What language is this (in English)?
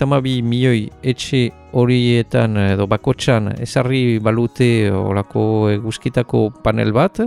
Basque